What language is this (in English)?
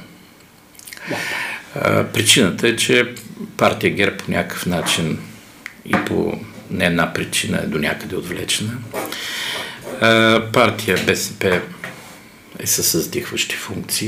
Bulgarian